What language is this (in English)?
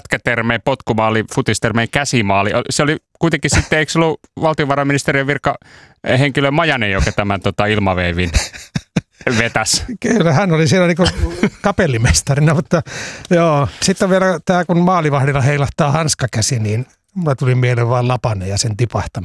Finnish